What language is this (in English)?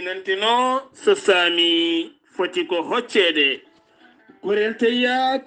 Fula